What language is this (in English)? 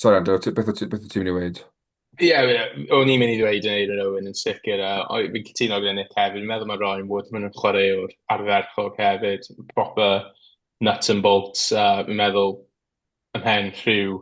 Welsh